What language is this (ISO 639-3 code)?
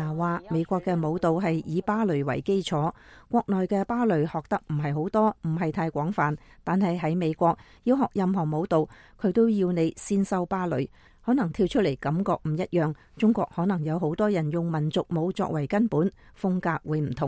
yue